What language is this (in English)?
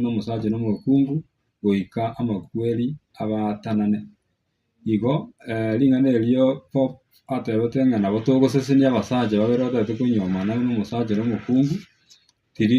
Gusii